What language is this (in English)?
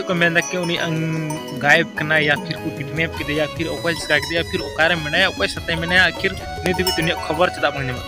Santali